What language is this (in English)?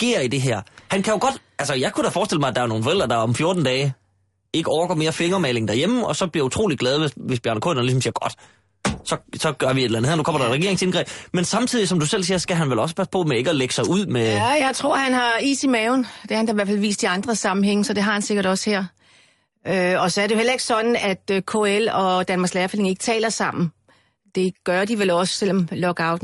Danish